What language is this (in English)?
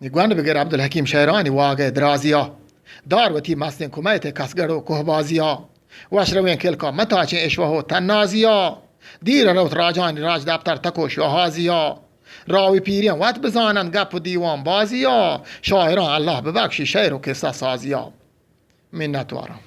Eastern Balochi